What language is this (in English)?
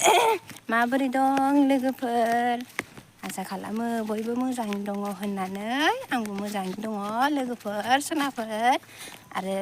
Bodo